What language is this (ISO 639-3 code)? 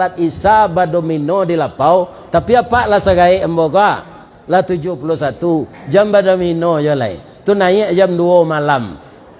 min